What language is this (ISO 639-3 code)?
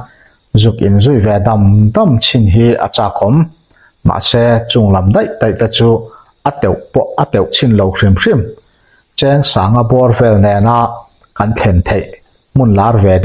lus